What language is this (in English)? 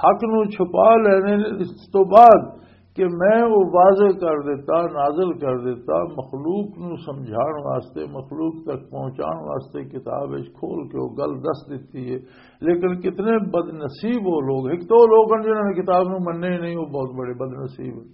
Western Panjabi